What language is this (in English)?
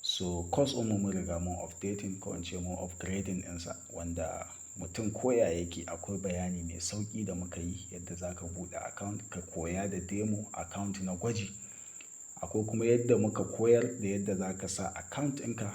Hausa